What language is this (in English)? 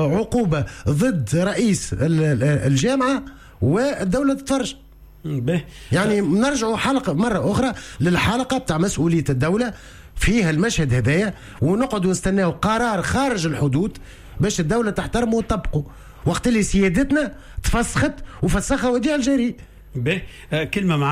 Tunisian Arabic